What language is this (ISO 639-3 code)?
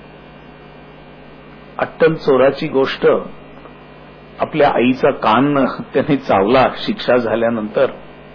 mar